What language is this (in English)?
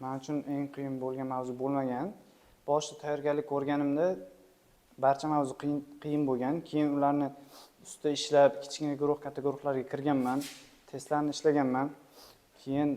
Uzbek